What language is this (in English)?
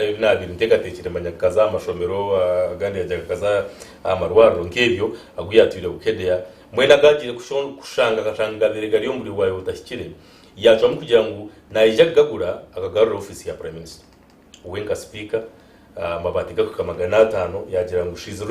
Nyankole